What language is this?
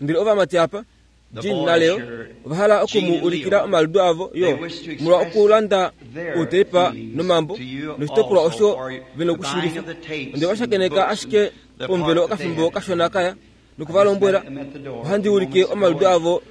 Kuanyama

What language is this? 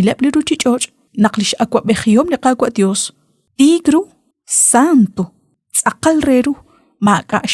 Kekchí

